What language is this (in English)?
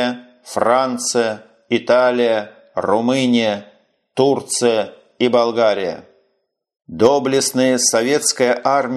Russian